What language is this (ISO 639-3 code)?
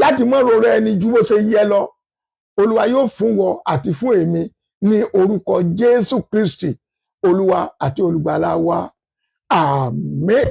yor